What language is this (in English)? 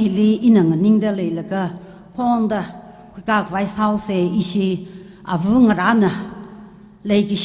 Tangkhul Naga (India)